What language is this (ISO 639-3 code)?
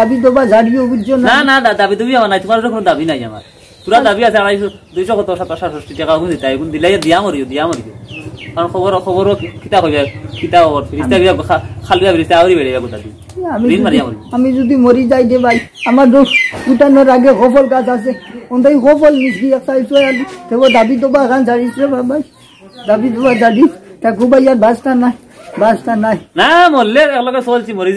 syl